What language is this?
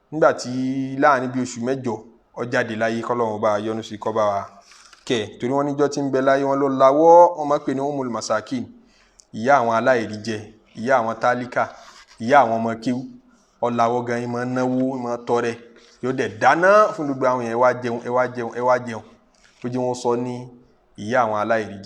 Yoruba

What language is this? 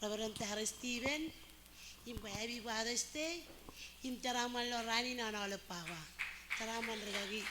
Marshallese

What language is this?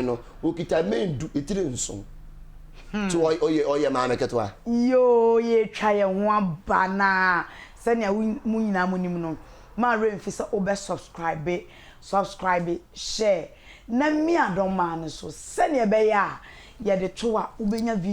Akan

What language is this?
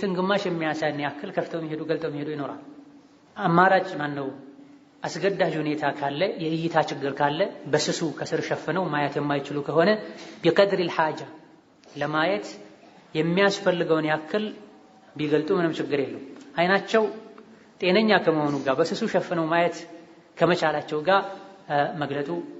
Amharic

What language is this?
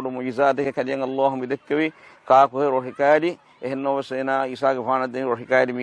Divehi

